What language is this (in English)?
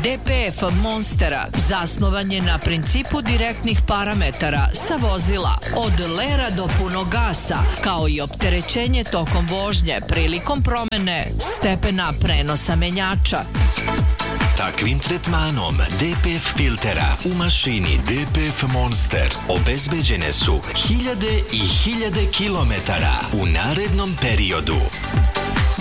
Serbian